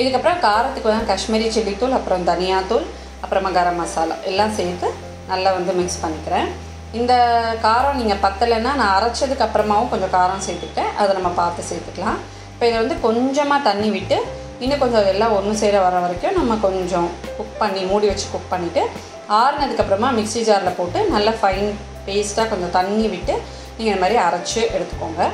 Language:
Tamil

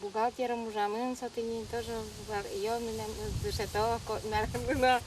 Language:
Udmurt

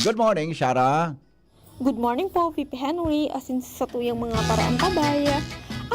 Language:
Bikol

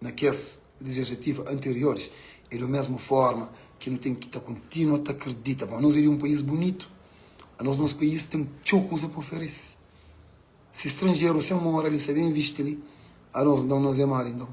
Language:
Kabuverdianu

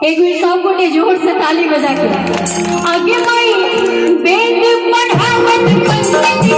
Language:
Maithili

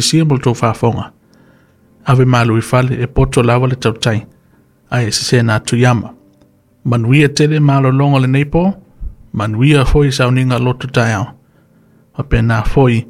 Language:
Samoan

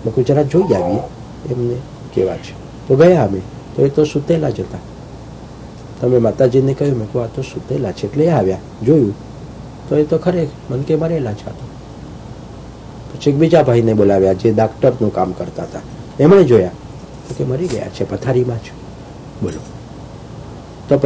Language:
Gujarati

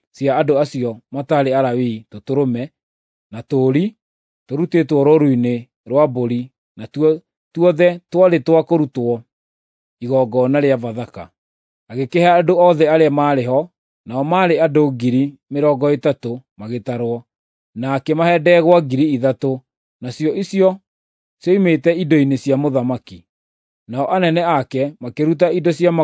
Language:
Kikuyu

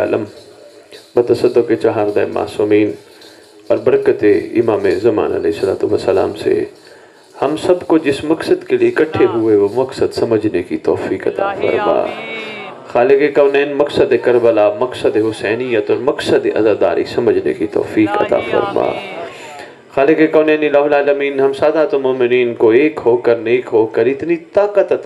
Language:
Urdu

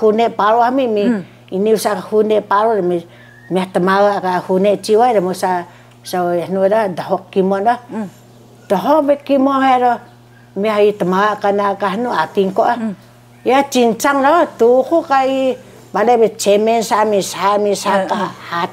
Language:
Taroko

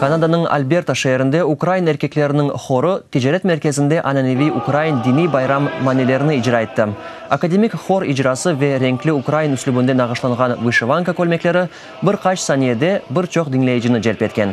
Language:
Crimean Tatar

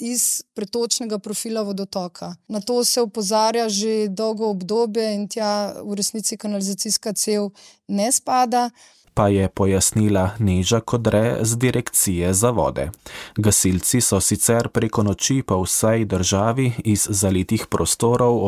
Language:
Slovenian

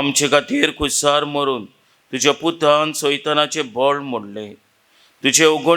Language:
Konkani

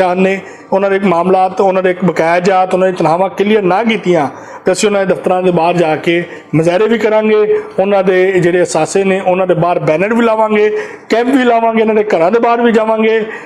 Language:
Western Panjabi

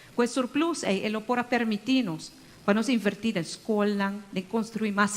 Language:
Papiamento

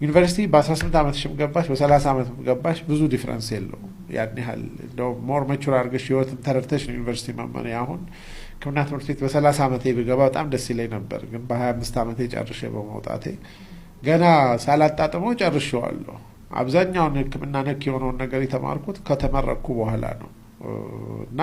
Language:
Amharic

